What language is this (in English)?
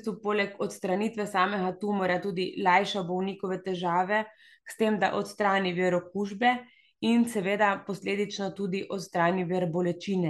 Slovenian